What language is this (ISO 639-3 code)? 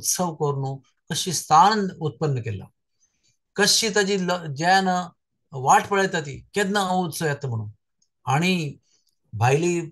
kok